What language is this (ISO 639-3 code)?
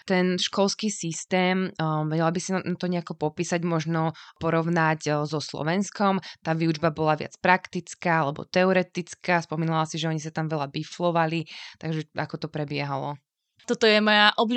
slk